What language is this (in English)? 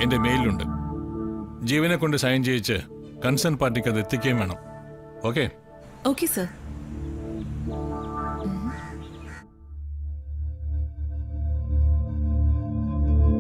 Malayalam